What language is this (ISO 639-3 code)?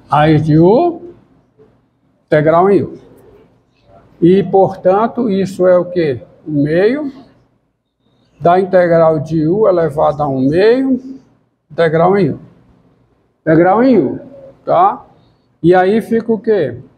por